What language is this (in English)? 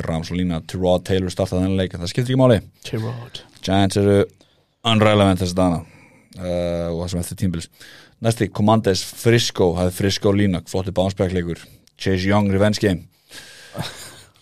Icelandic